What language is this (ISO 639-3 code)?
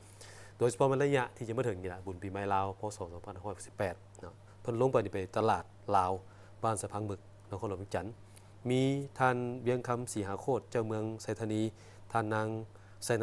lao